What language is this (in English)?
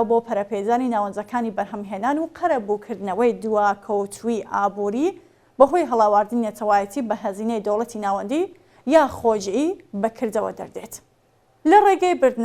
Central Kurdish